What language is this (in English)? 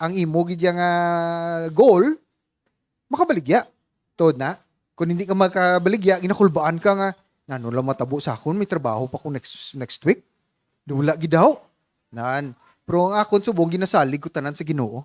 Hiligaynon